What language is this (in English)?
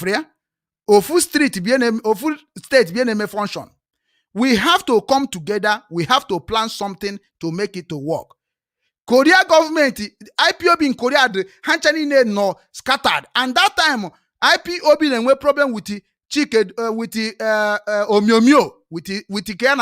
Igbo